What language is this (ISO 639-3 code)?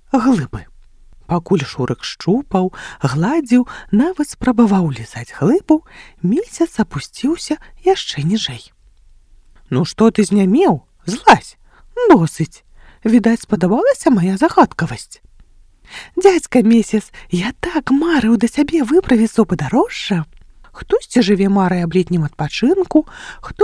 bel